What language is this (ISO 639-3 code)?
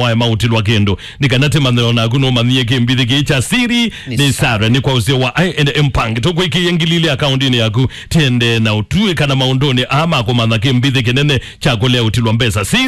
kam